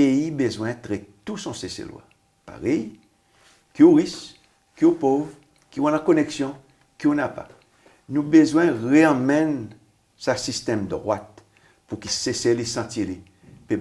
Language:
Seselwa Creole French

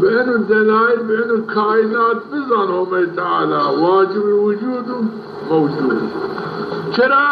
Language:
Zaza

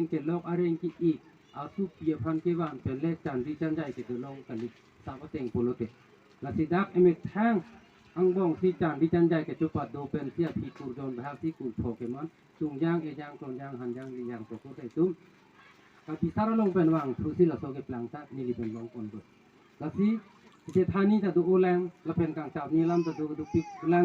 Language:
Karbi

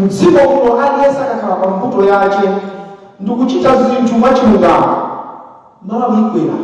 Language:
Nyanja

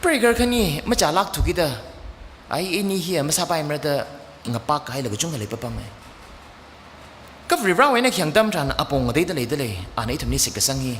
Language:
Tangkhul Naga (India)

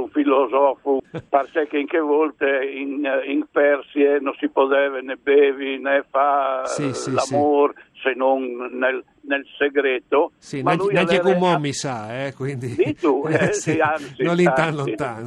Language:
Friulian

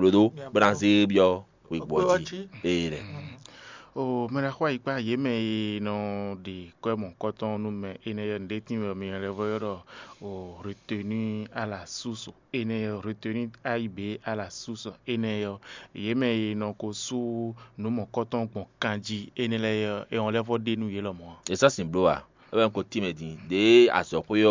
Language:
Fon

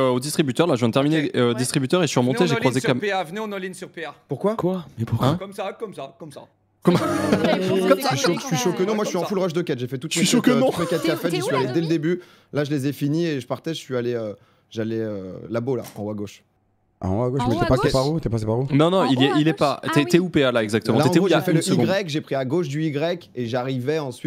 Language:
French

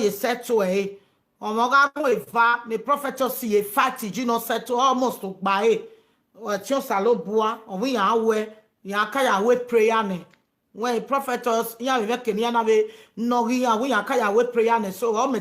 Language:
Nigerian Pidgin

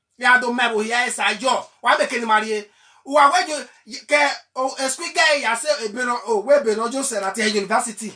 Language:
Bini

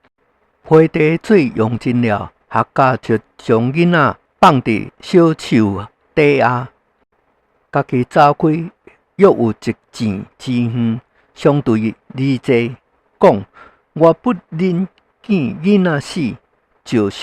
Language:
Min Nan Chinese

